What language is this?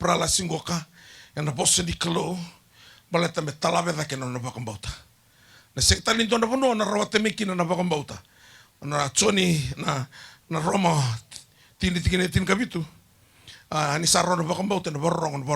Fijian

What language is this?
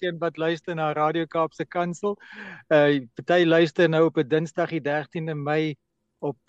Afrikaans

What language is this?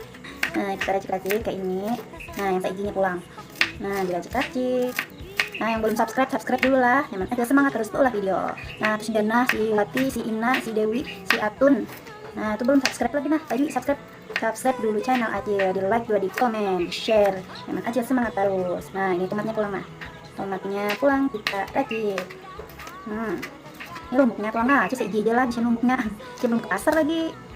Banjar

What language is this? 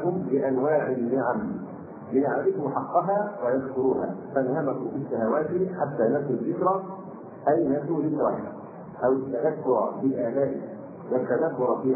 Arabic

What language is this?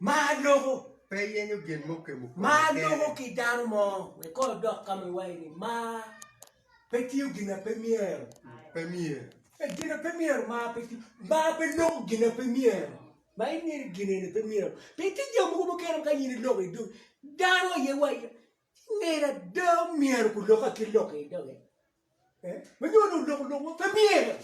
Acoli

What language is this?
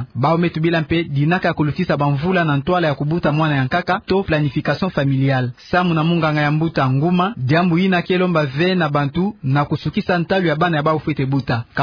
Kituba (Democratic Republic of Congo)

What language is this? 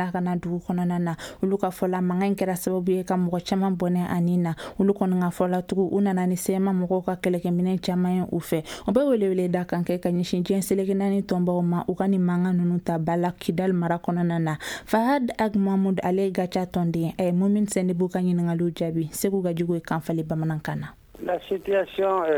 Bambara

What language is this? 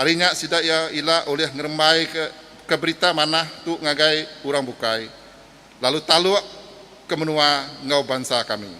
Iban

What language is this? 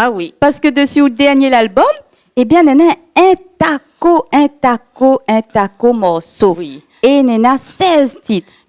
Réunion Creole French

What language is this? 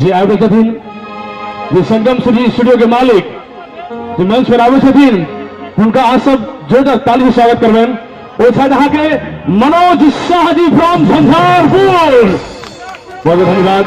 Maithili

